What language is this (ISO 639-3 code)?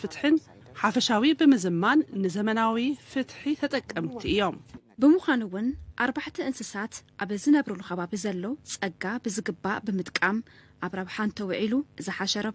tir